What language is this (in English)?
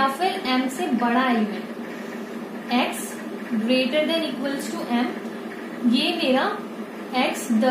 Hindi